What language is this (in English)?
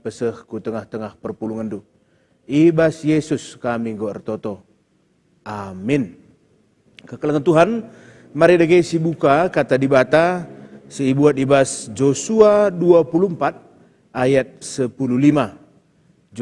Batak Karo